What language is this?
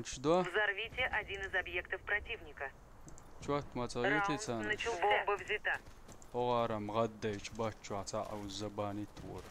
Chechen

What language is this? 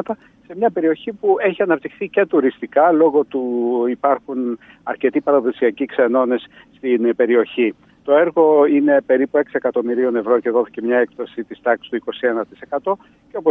Greek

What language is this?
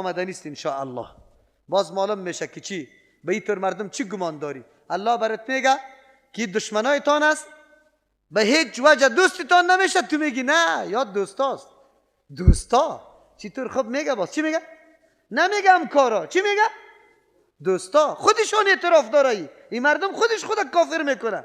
Persian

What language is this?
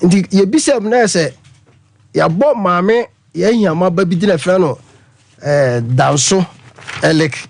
Akan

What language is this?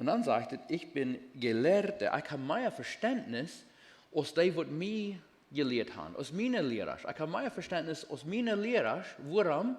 Plautdietsch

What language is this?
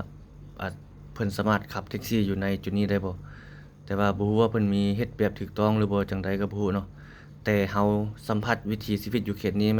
Lao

